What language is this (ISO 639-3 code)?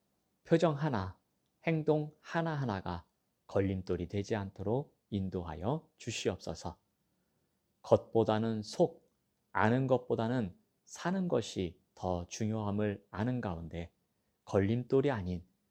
kor